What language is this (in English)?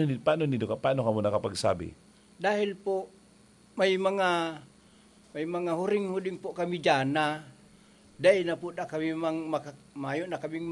Bikol